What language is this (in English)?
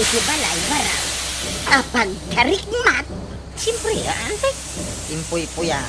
Iloko